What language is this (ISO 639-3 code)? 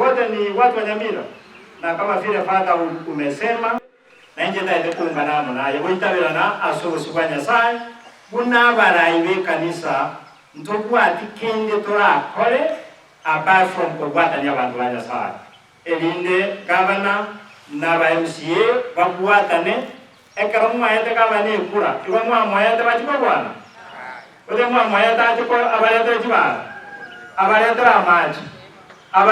guz